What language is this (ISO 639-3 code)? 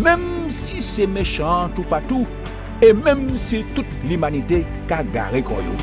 gcf